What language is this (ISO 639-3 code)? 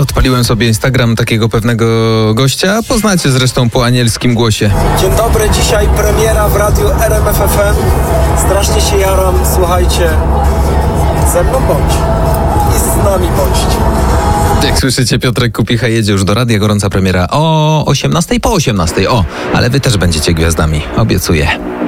pol